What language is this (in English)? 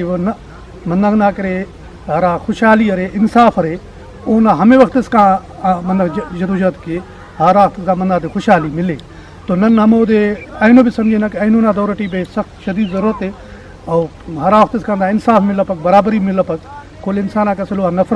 Brahui